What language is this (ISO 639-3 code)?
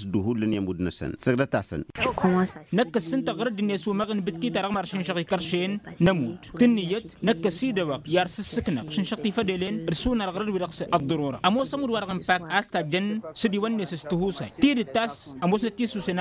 taq